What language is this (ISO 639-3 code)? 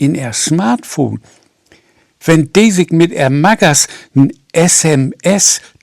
nds